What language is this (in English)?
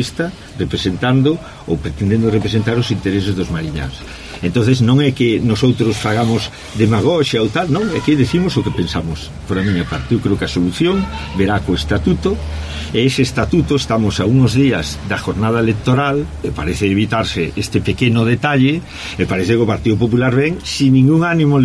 Galician